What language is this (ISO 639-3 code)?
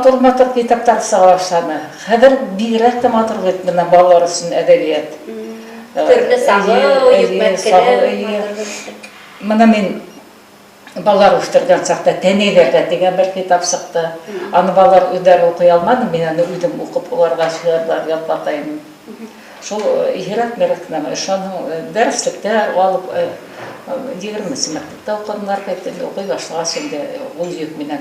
bak